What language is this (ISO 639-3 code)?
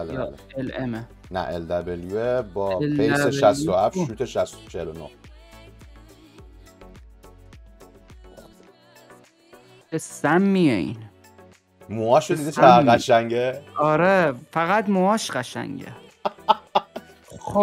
fas